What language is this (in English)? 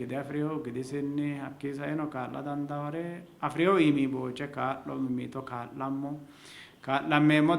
Sidamo